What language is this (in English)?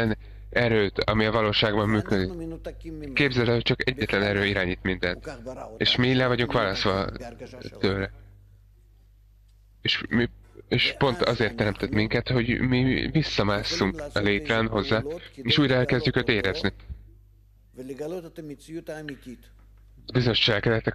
Hungarian